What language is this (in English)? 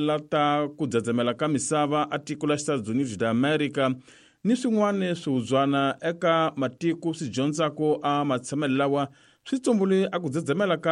Tsonga